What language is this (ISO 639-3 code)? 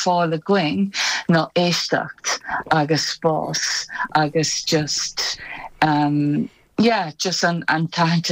gle